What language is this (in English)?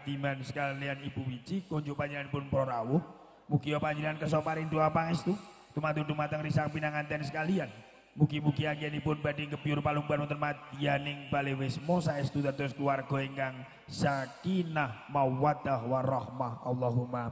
Javanese